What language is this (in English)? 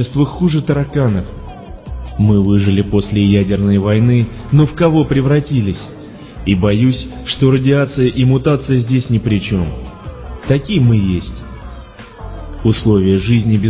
Russian